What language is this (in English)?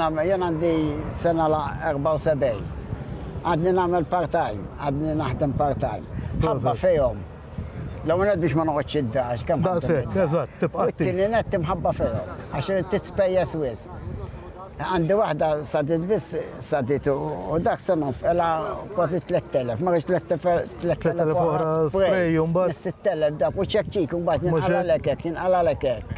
Maltese